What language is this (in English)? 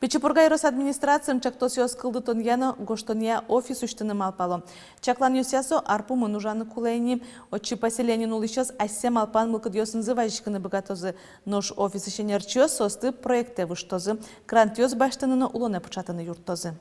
Udmurt